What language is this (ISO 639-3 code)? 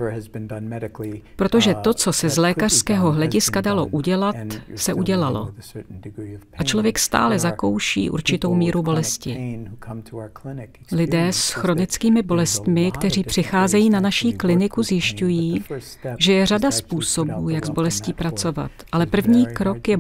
ces